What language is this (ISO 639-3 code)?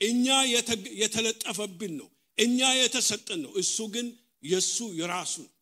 amh